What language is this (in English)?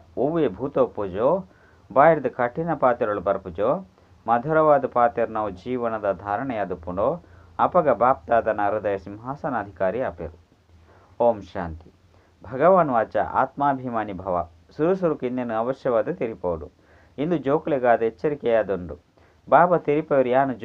Tulu